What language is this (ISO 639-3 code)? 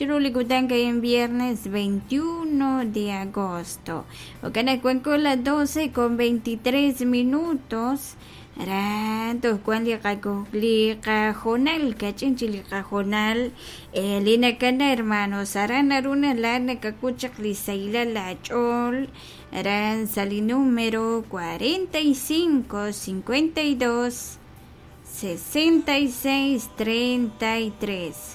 kek